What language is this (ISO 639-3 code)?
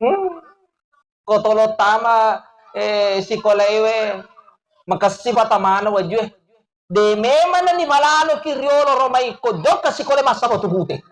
bug